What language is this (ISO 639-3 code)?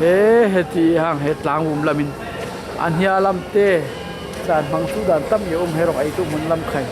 cfm